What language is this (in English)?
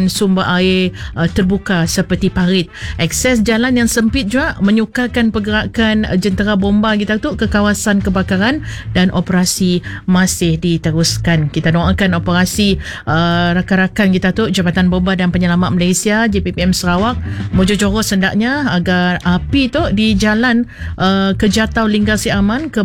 Malay